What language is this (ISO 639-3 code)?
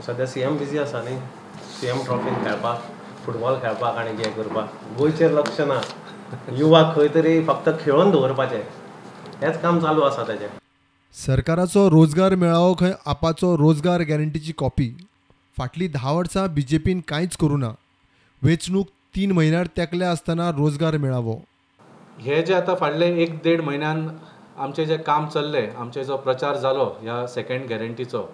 kok